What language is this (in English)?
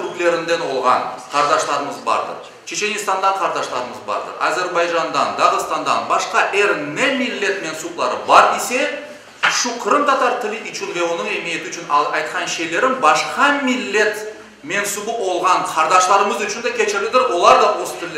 Crimean Tatar